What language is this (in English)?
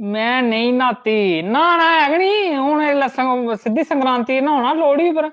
Dogri